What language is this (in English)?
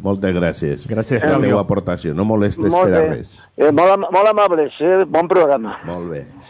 Catalan